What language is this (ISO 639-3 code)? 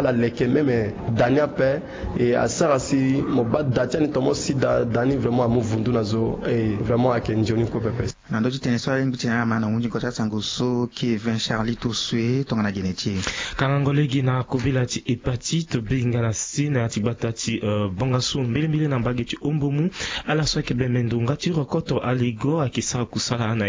sag